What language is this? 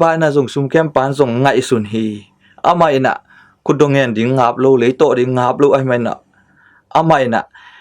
Tedim Chin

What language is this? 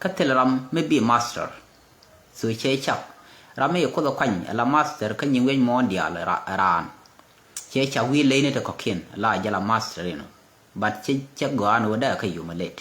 Nuer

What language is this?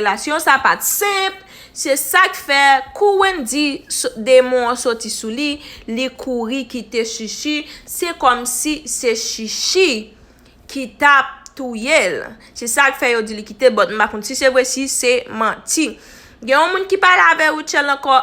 Haitian Creole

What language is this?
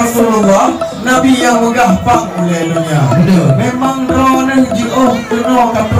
Achinese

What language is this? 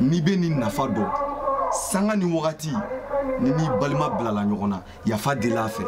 Bambara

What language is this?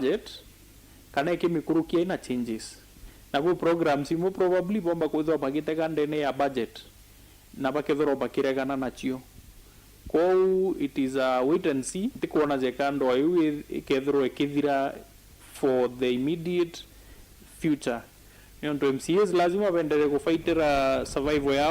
Meru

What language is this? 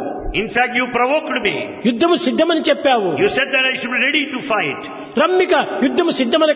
Telugu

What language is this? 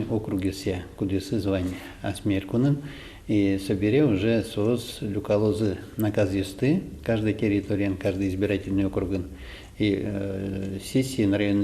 Udmurt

